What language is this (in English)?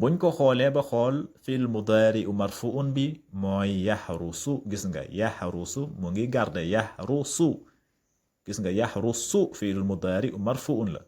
Wolof